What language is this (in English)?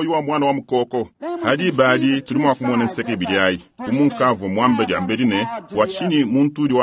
Luba-Lulua